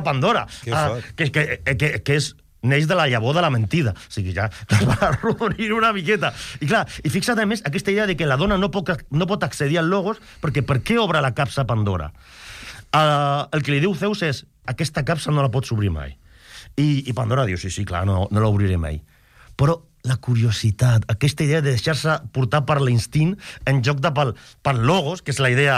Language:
Catalan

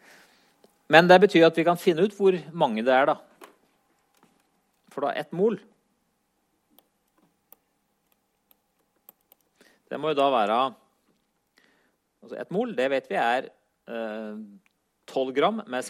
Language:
Norwegian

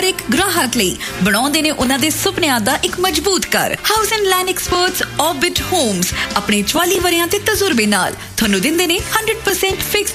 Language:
Punjabi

